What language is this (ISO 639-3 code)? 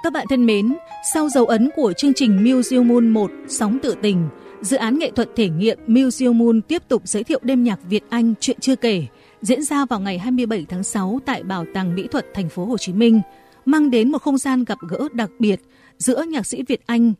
vie